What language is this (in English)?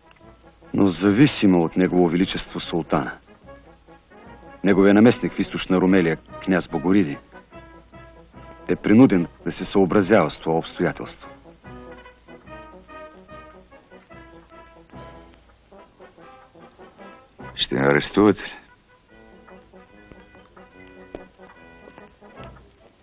Bulgarian